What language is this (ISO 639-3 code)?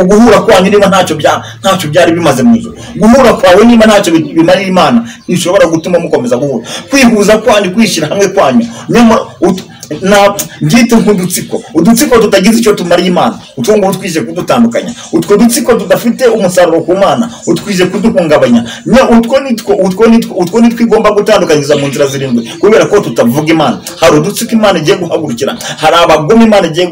kin